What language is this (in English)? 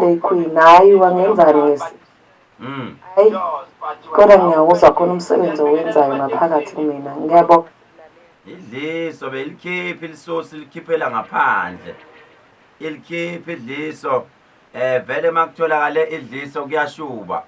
Zulu